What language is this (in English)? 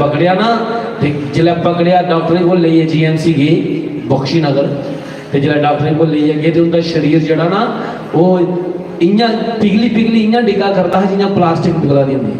Dogri